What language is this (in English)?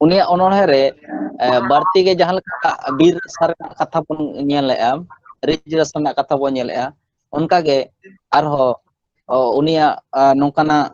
Santali